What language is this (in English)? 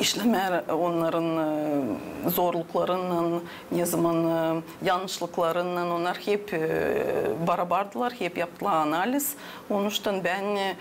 Gagauz